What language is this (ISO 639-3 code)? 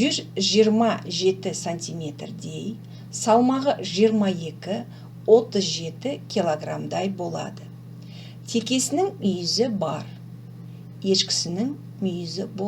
kaz